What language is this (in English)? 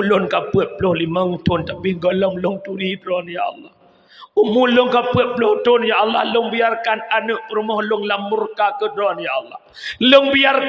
Achinese